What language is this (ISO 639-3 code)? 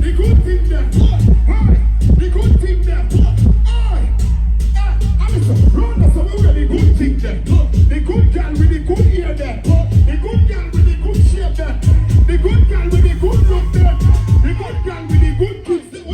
jam